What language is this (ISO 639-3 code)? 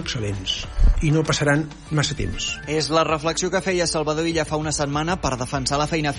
cat